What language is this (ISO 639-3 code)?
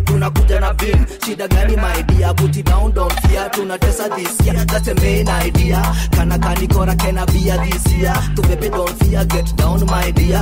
swa